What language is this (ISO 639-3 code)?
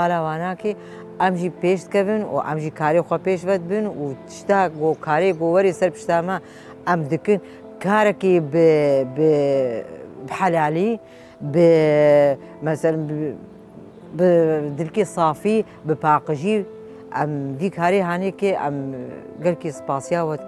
kur